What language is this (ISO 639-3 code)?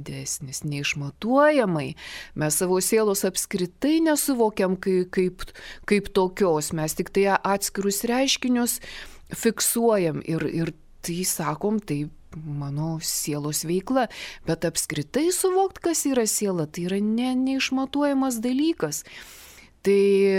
lit